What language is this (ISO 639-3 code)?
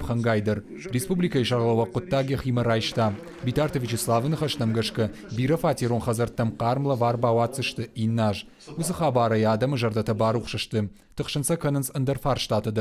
oss